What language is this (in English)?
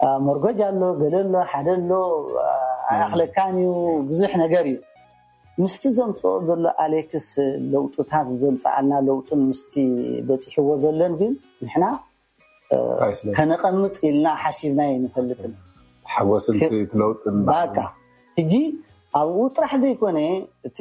Tigrinya